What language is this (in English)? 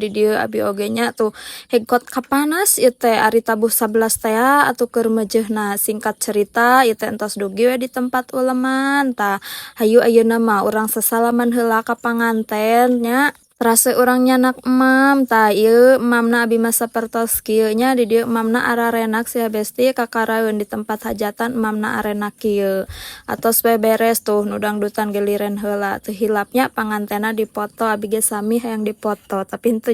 Sundanese